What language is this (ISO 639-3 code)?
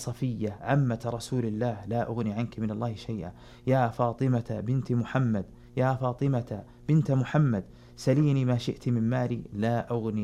ara